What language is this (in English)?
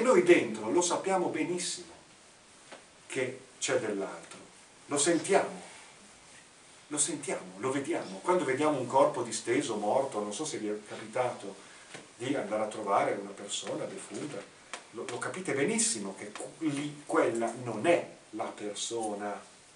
Italian